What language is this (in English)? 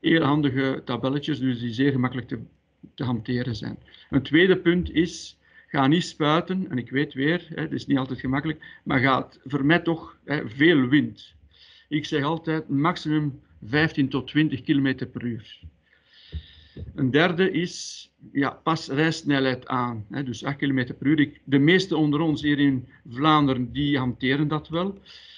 Dutch